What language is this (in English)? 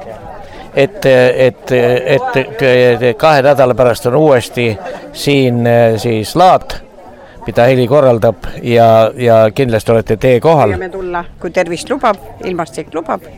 Estonian